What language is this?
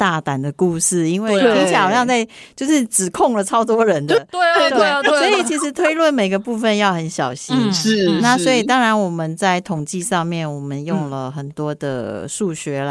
Chinese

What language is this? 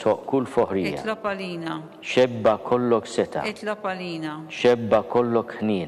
Maltese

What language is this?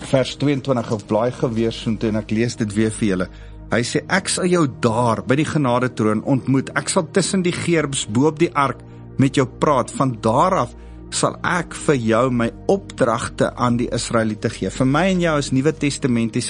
Afrikaans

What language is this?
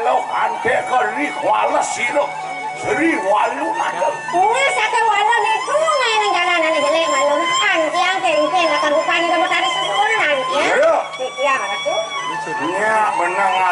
Balinese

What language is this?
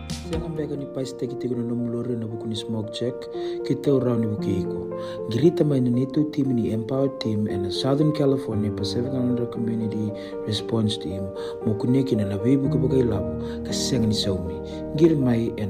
Fijian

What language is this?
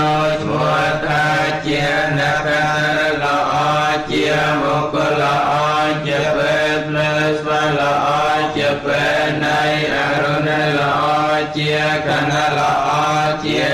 Khmer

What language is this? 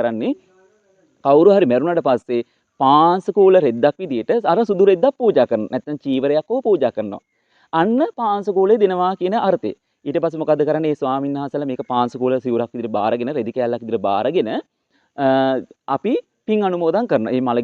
Sinhala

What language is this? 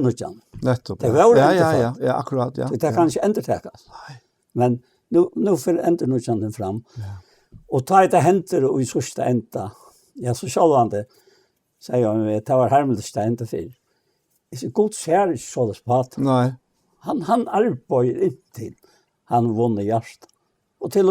Faroese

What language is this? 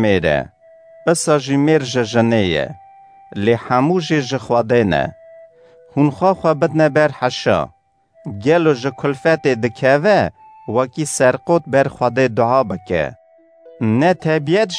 Kurdish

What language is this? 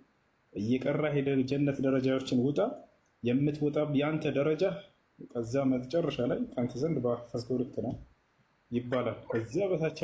Amharic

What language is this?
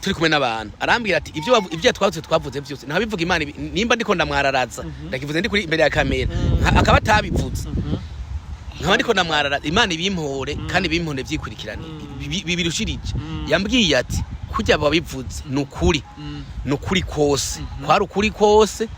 Rundi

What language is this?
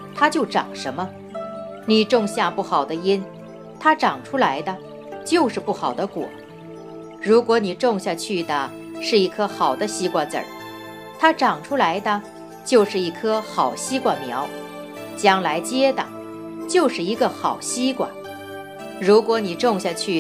Chinese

